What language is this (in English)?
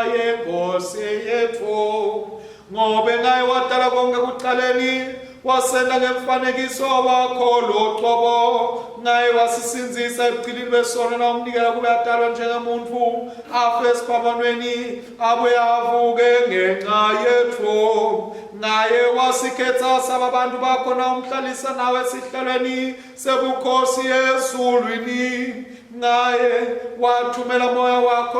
Swati